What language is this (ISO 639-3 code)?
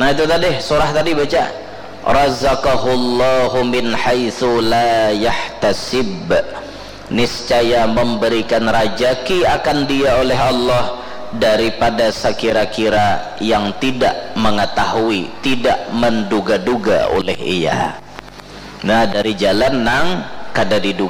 bjn